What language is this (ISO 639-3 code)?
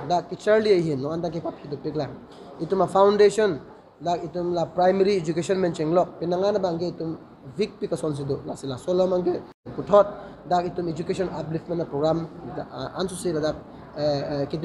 mjw